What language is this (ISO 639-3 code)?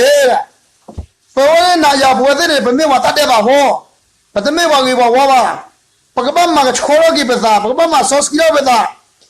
ksw